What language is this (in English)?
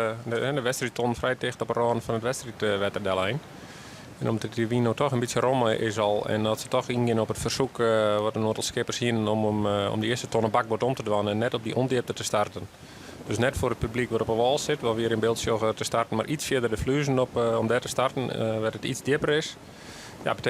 Western Frisian